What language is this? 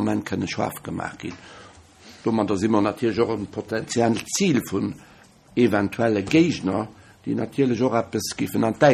Luxembourgish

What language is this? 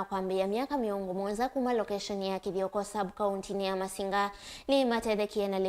Kamba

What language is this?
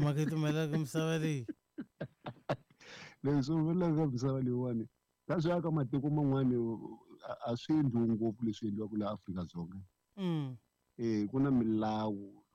Tsonga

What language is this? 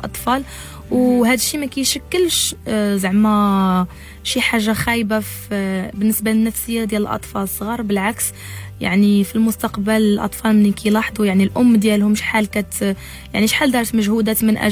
Moroccan Arabic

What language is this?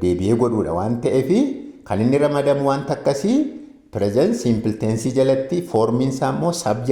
Oromo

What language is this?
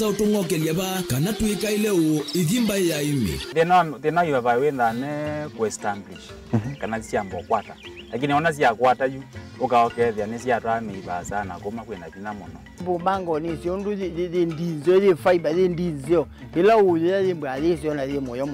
Kamba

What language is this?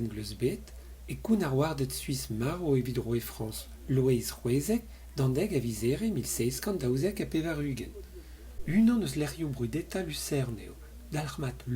Breton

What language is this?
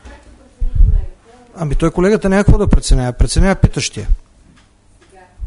Bulgarian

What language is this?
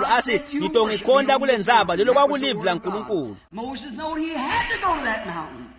Swati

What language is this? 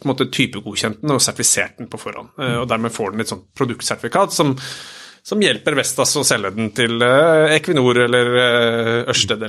Norwegian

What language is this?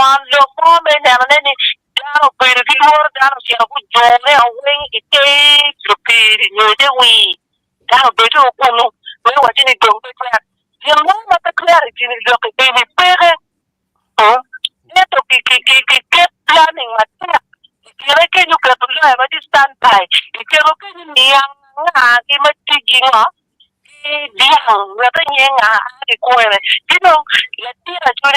Acoli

